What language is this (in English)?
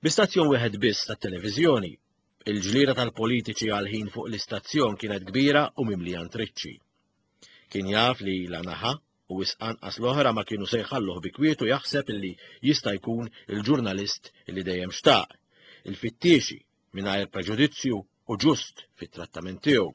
Maltese